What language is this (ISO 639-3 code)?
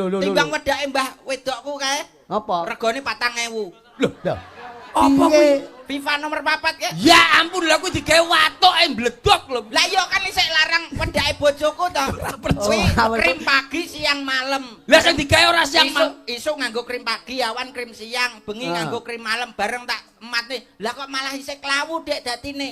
jav